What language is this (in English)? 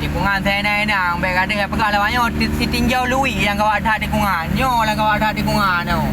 Achinese